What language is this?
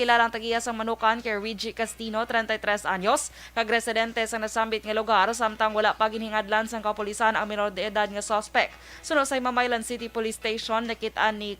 Hiligaynon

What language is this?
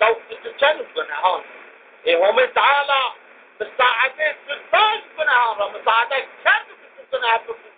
Zaza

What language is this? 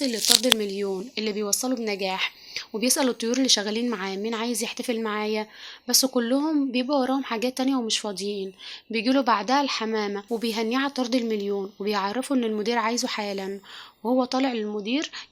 Egyptian Arabic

